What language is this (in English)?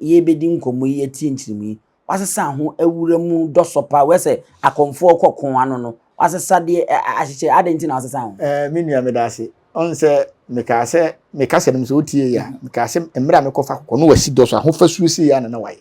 Akan